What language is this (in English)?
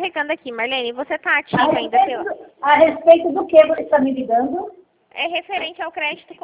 Portuguese